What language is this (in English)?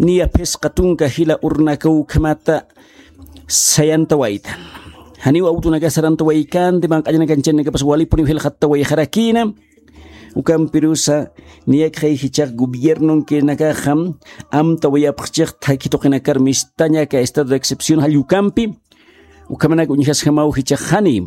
Aymara